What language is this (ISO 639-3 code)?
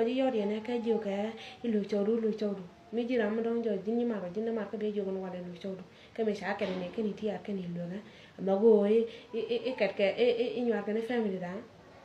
nus